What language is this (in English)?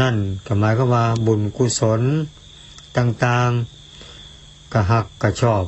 Northeastern Thai